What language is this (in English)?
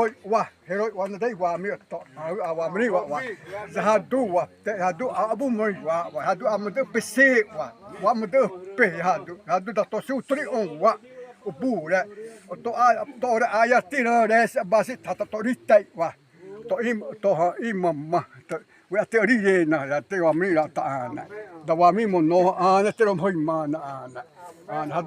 Xavánte